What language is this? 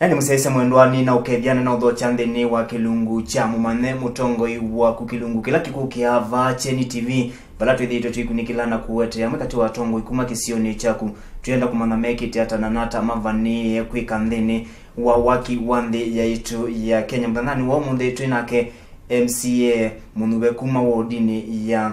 Kamba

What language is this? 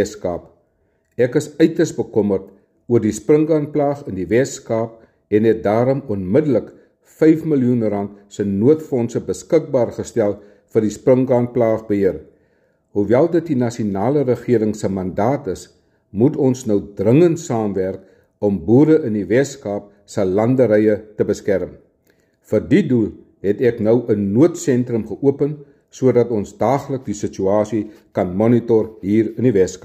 Afrikaans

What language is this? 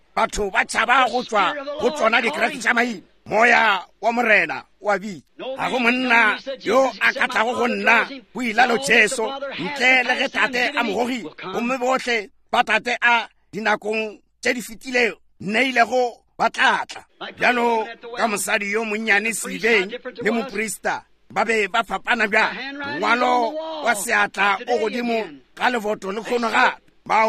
Northern Sotho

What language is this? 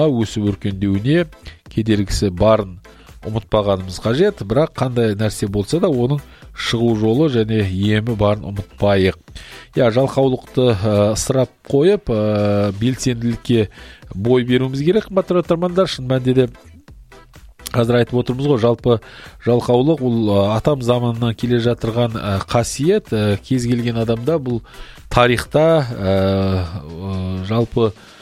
Kazakh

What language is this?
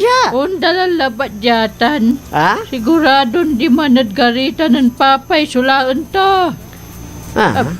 Pangasinan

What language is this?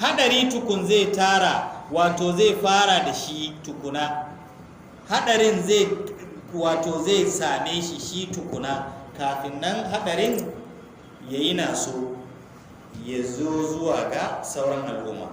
Hausa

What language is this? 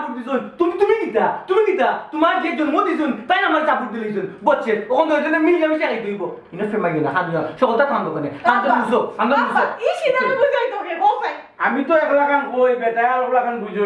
Sylheti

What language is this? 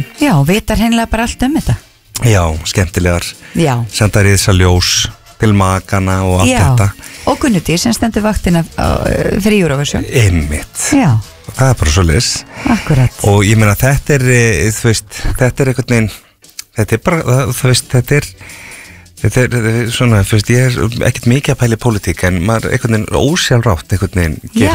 Icelandic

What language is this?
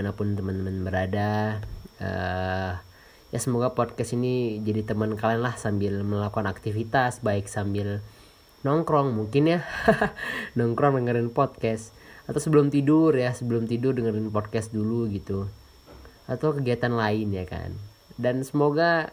Indonesian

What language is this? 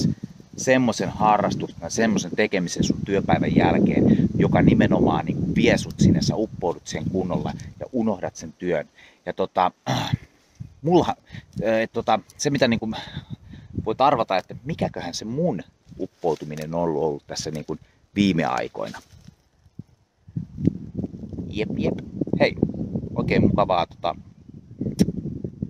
Finnish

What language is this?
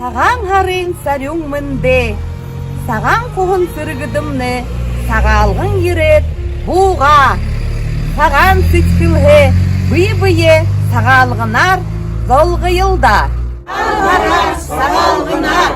Buriat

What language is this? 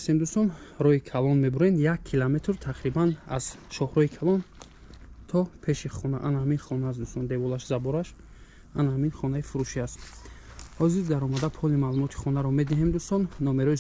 Tajik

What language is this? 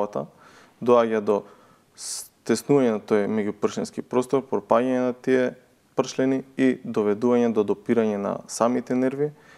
Macedonian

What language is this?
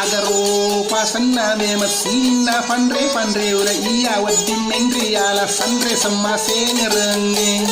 Buginese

